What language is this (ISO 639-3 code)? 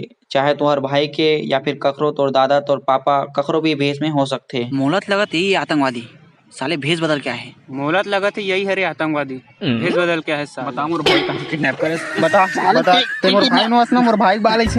hne